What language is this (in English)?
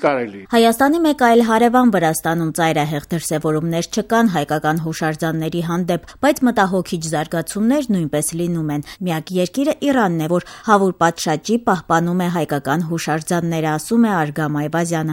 Armenian